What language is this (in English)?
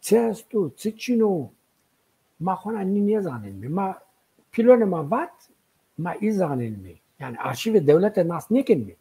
Zaza